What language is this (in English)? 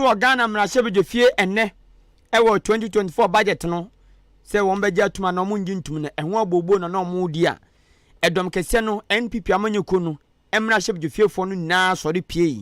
Akan